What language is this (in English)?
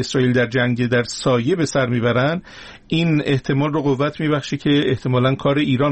Persian